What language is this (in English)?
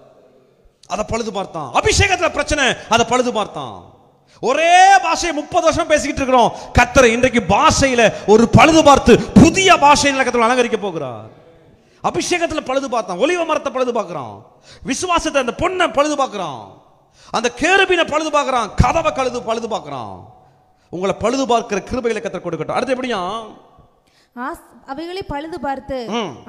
Tamil